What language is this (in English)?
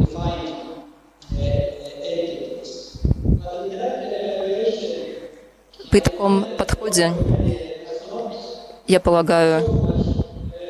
Russian